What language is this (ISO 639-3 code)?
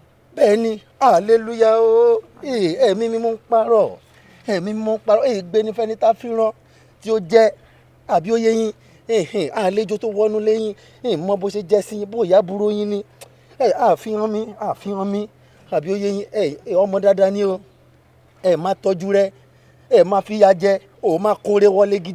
yor